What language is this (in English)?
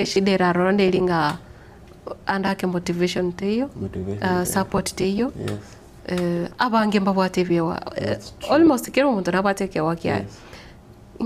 Gusii